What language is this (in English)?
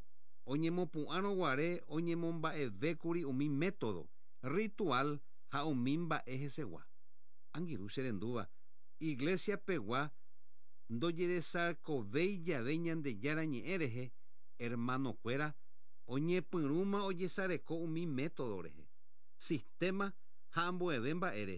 Guarani